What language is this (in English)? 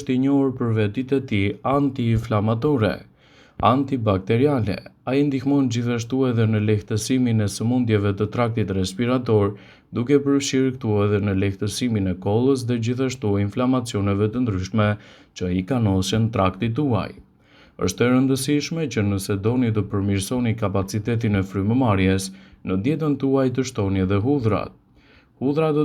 Albanian